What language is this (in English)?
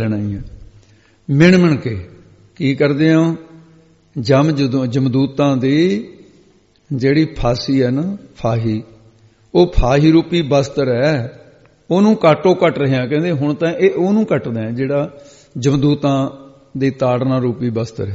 Punjabi